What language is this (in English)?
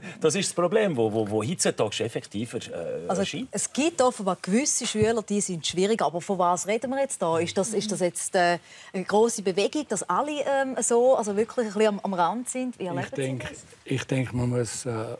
Swiss German